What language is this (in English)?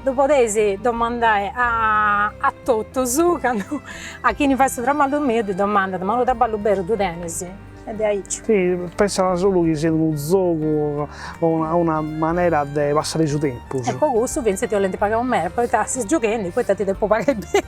Sardinian